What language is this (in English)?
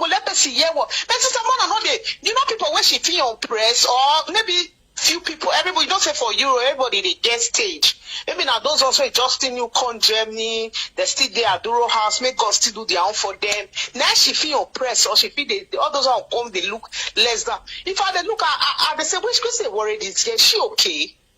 Nigerian Pidgin